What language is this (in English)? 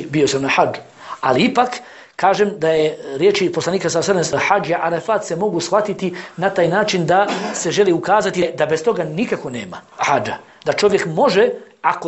Bosnian